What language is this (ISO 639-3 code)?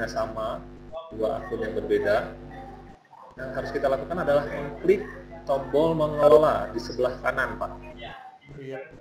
ind